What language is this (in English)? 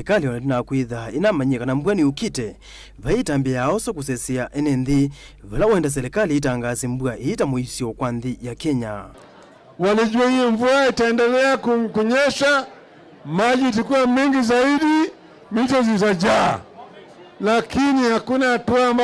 Kamba